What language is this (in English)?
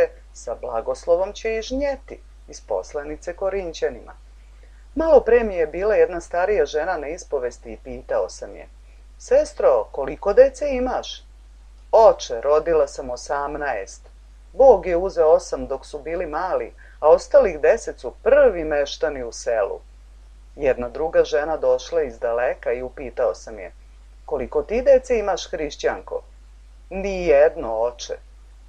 Serbian